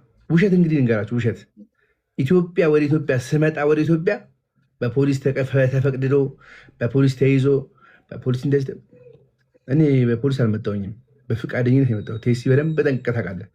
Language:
Amharic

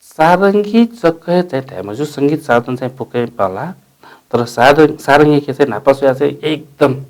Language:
Newari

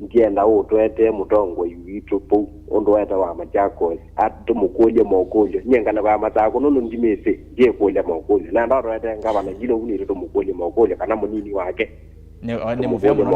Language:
Kamba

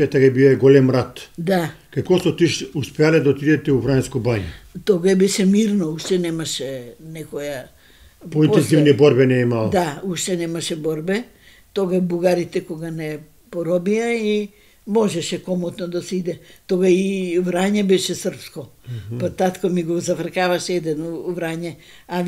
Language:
Macedonian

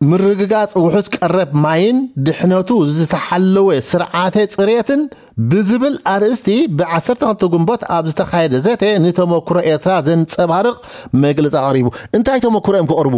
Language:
Tigrinya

